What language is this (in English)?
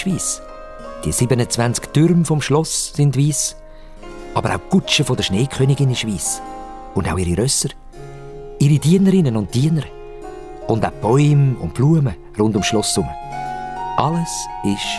Swiss German